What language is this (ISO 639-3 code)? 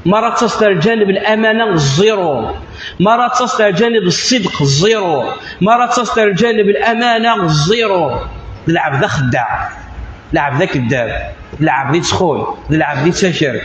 kab